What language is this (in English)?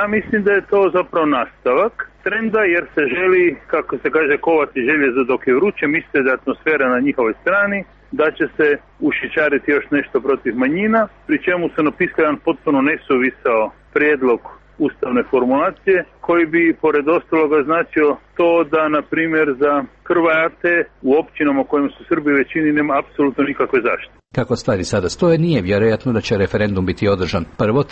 Croatian